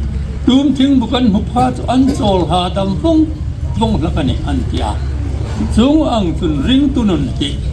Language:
Hmar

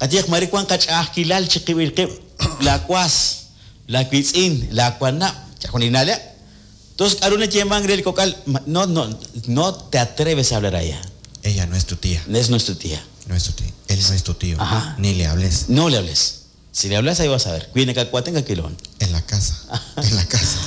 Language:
Kekchí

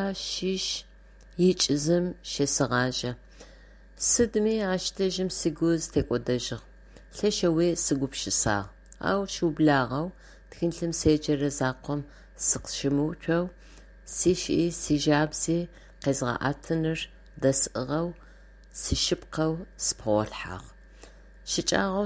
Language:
Adyghe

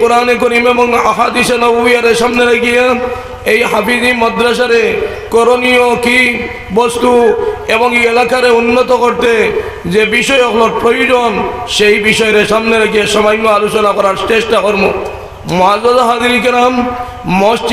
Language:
Sylheti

